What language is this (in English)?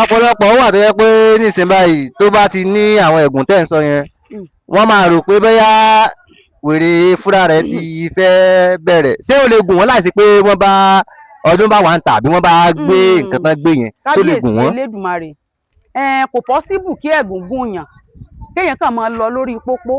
Yoruba